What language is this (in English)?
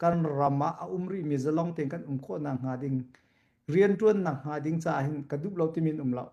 Hakha Chin